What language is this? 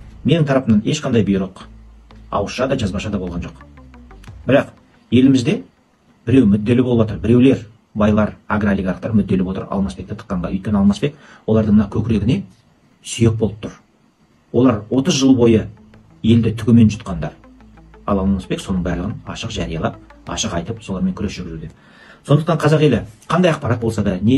Kazakh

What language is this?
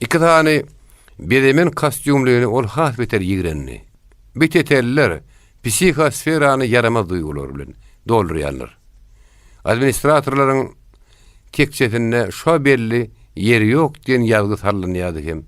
Turkmen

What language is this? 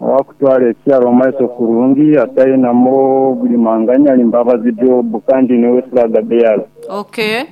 Nyoro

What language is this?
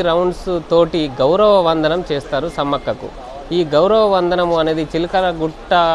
Telugu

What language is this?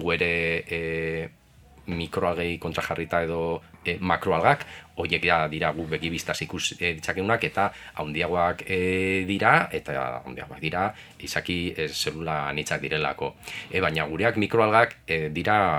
Basque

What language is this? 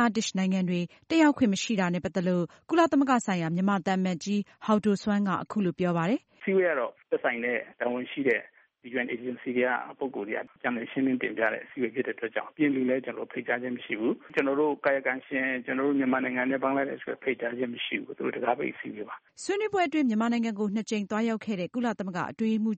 Burmese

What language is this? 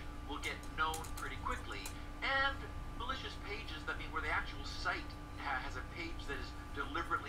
English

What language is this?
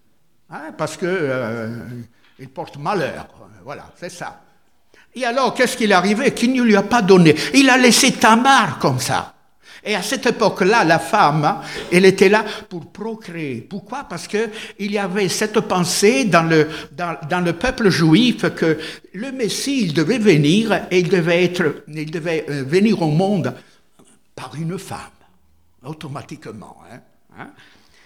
French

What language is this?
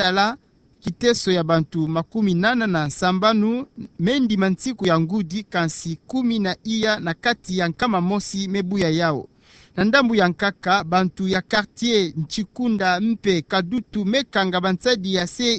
Kituba (Democratic Republic of Congo)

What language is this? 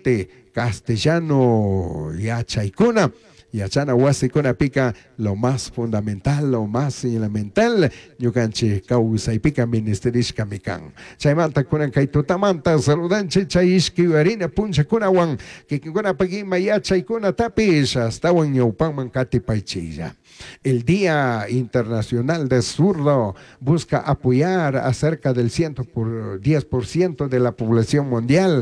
Chimborazo Highland Quichua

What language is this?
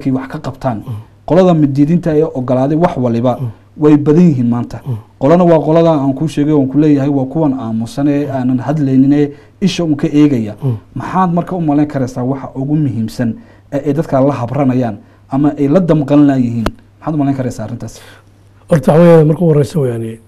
Somali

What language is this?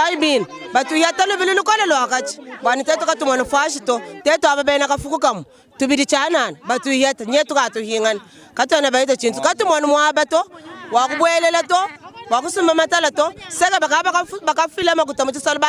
Luba-Lulua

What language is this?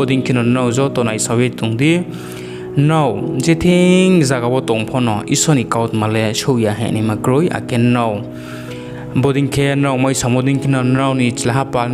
Riang (India)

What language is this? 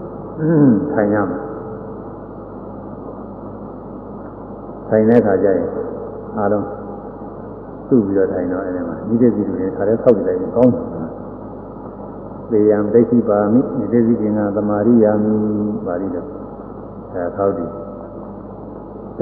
Burmese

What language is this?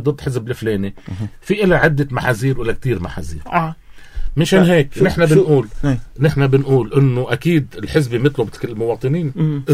North Levantine Arabic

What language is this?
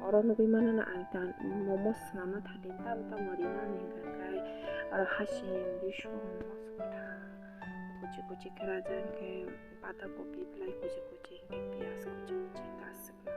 Kok Borok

